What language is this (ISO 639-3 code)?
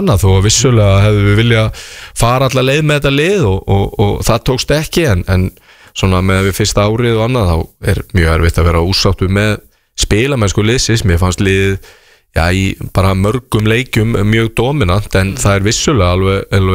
isl